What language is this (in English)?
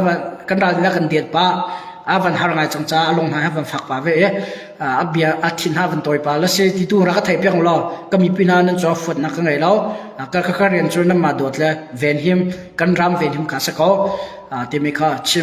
Hakha Chin